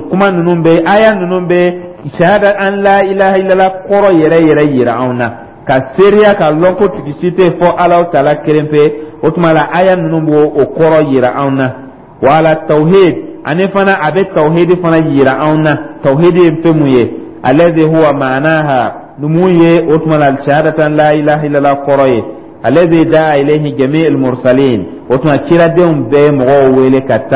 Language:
Dyula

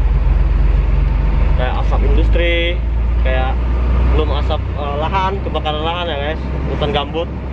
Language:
Indonesian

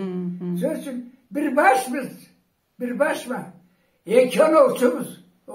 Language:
Karachay-Balkar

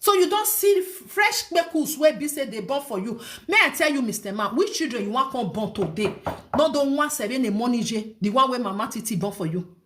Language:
Nigerian Pidgin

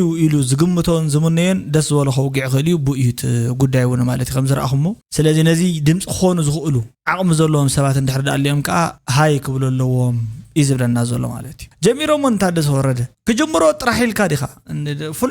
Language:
Tigrinya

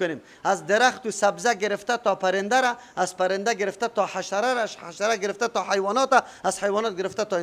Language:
Persian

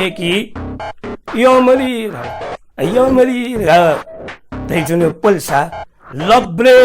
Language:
Newari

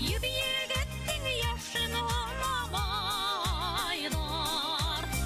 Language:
Bashkir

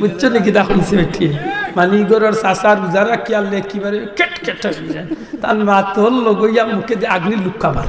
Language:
Sylheti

